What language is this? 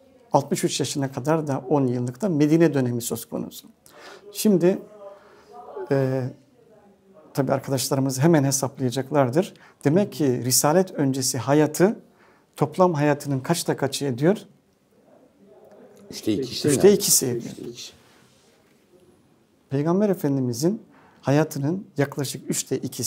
Turkish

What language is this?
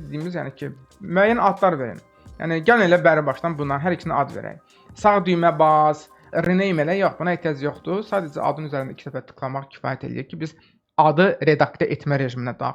Azerbaijani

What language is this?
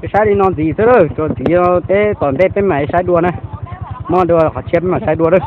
Hmong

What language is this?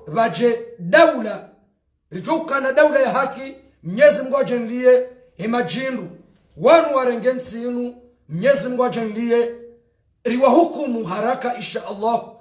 Ngazidja Comorian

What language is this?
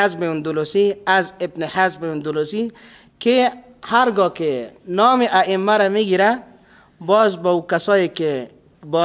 Persian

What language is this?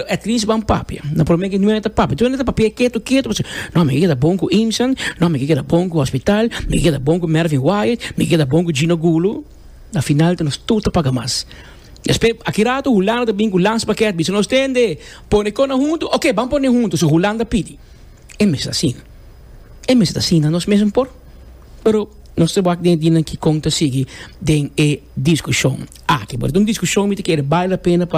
Papiamento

